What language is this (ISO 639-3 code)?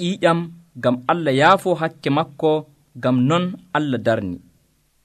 fuv